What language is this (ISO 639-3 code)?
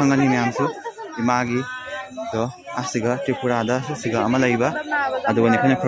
mni